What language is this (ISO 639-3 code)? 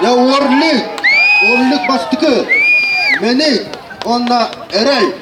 sah